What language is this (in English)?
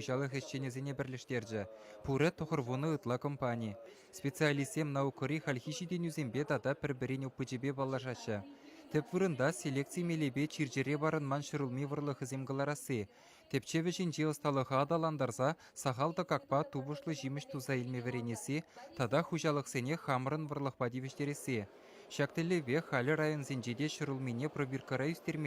Chuvash